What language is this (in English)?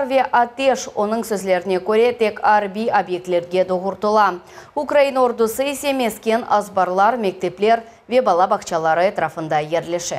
Crimean Tatar